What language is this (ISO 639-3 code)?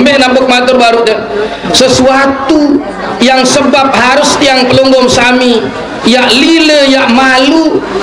sas